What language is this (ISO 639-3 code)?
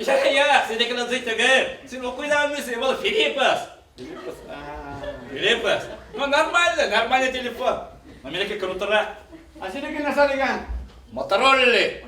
bak